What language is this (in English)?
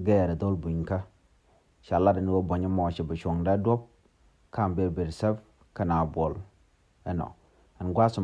Nuer